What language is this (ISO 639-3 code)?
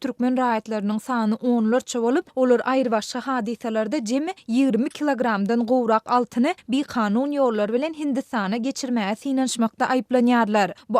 tuk